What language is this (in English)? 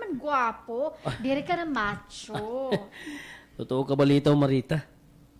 Waray